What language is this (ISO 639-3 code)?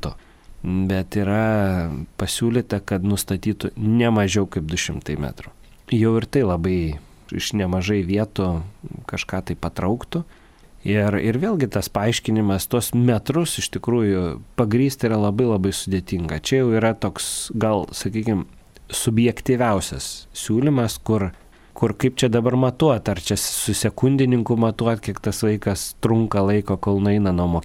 lit